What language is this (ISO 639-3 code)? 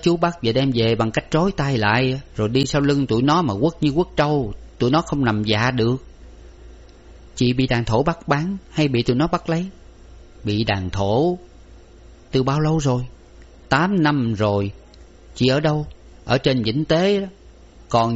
vie